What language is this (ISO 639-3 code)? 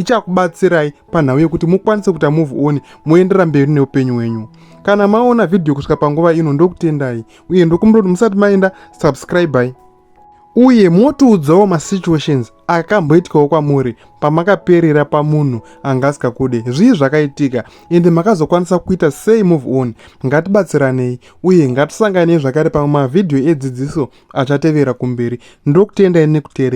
sna